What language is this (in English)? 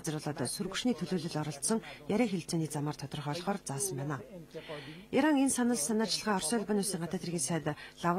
Mongolian